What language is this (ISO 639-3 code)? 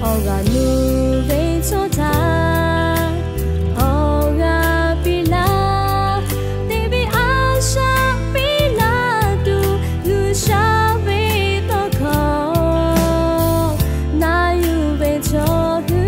lhu